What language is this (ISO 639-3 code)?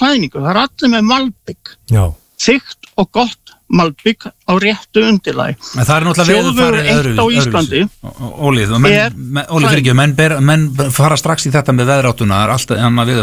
isl